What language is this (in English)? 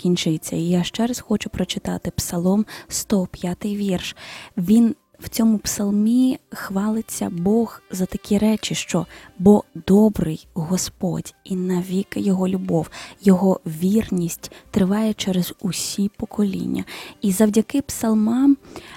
Ukrainian